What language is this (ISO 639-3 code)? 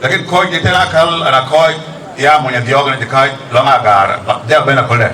din